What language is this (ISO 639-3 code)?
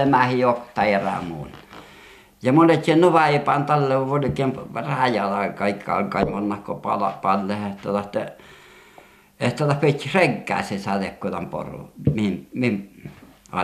fin